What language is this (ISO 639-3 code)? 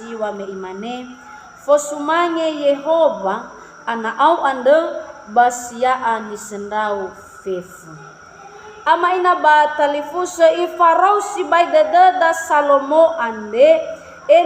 nia